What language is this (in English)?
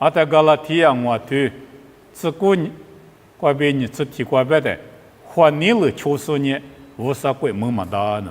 Lisu